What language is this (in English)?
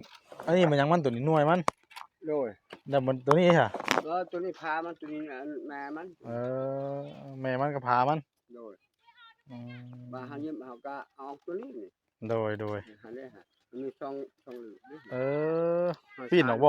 Northeastern Thai